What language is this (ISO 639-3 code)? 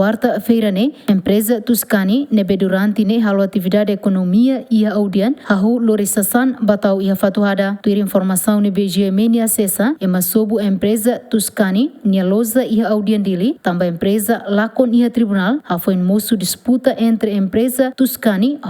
tet